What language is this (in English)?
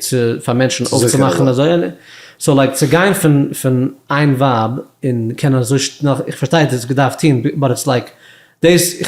Yiddish